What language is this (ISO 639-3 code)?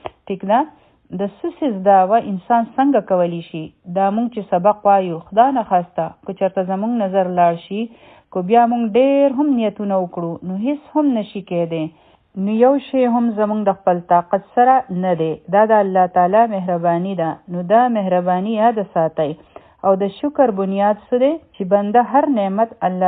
pus